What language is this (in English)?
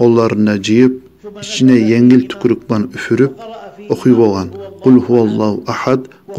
Kumyk